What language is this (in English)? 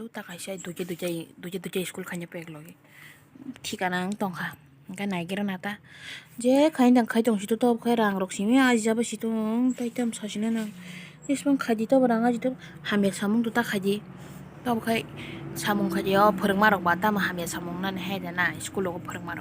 Kok Borok